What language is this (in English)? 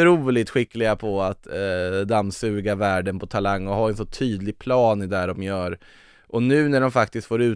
Swedish